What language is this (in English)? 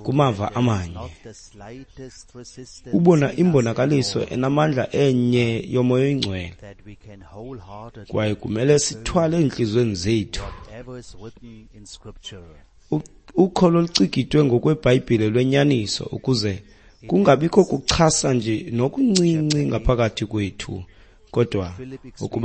Xhosa